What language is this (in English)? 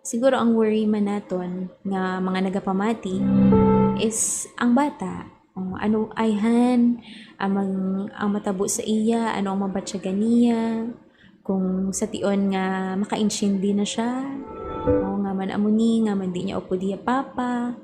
Hiligaynon